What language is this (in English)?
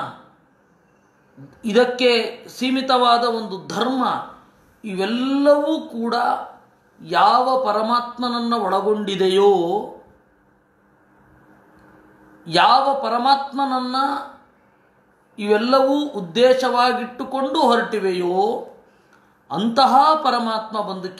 Kannada